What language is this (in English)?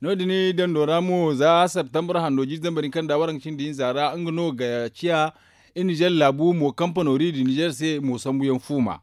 Zarma